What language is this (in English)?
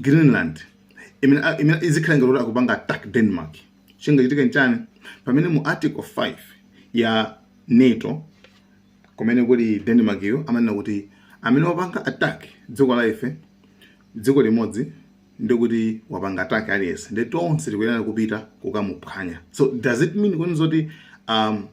Nyanja